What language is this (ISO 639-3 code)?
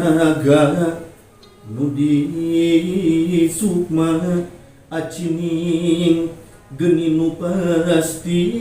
sun